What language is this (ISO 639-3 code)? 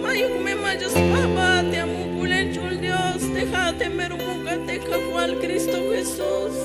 tzh